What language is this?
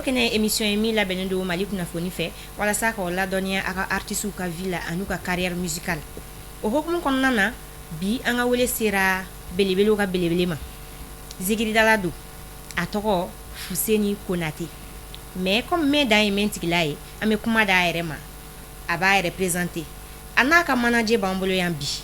Bambara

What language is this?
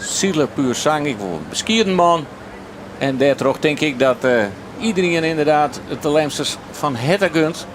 Western Frisian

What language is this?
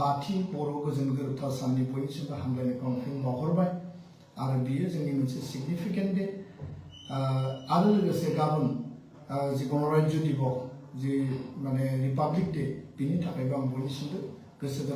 Bodo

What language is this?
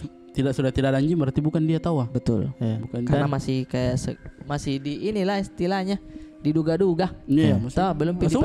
Makassar Malay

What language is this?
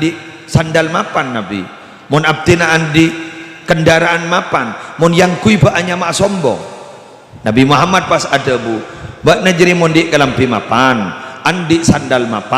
Madurese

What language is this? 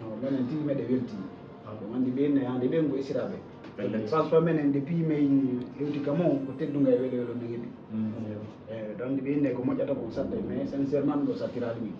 Fula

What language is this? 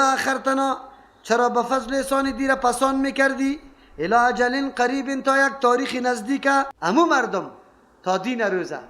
Persian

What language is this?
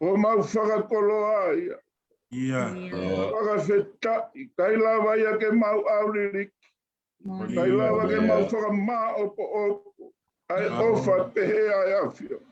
Tongan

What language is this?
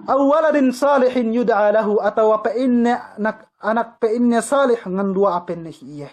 Yakan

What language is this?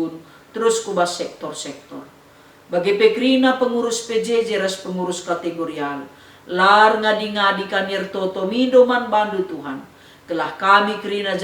Batak Karo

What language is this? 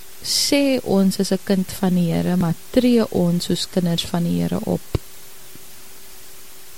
Afrikaans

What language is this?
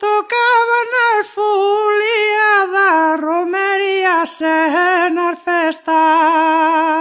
Galician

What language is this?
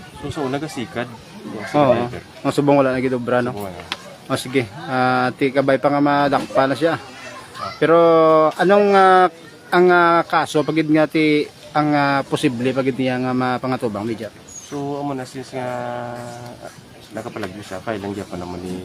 Hiligaynon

